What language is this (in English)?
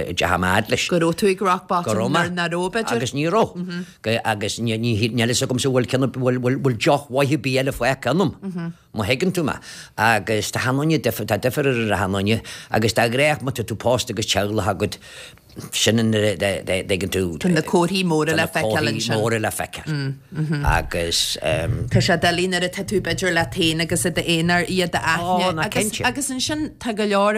Irish